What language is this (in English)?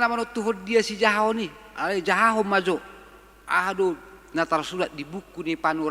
Batak Toba